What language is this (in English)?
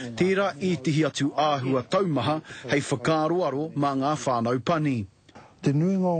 Māori